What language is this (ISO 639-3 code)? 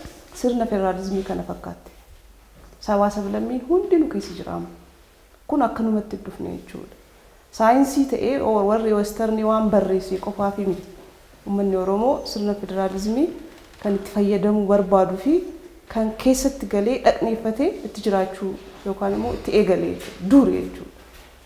orm